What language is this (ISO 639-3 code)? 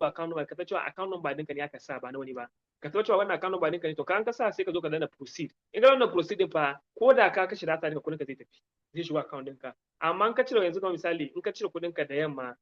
hau